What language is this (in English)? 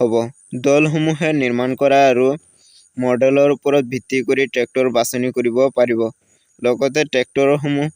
Assamese